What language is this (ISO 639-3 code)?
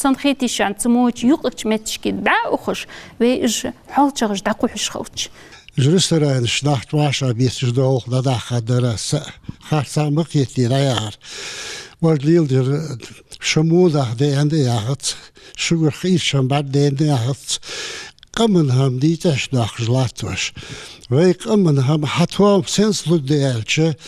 inh